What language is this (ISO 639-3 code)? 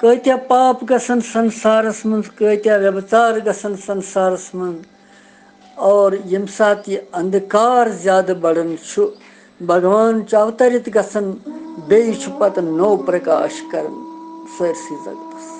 kas